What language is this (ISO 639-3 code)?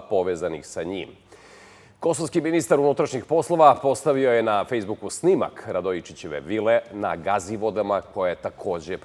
srp